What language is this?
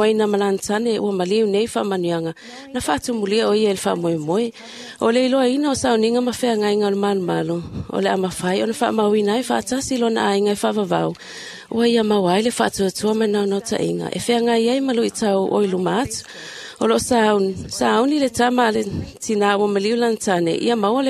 Samoan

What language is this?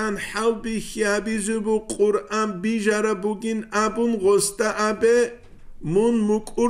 Avaric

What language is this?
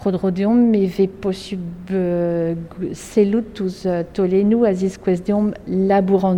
Breton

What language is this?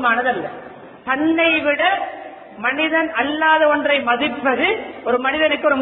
Tamil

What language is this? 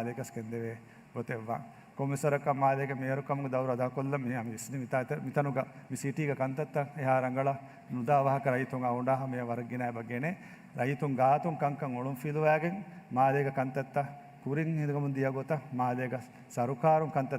Divehi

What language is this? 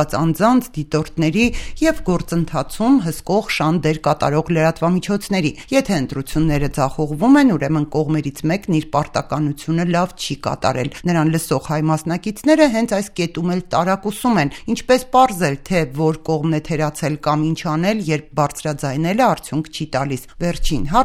Armenian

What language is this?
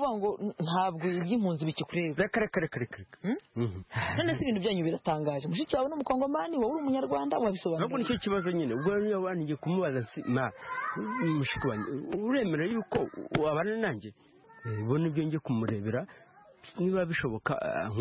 Kinyarwanda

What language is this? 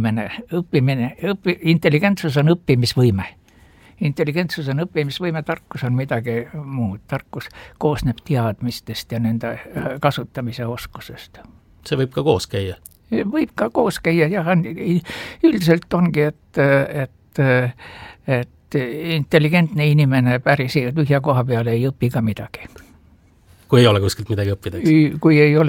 Estonian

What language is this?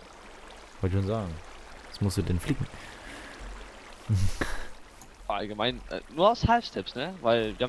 German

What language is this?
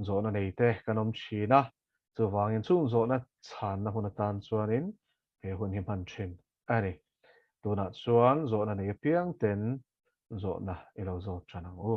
Mizo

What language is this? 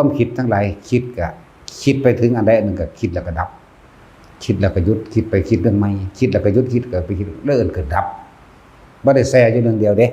Northeastern Thai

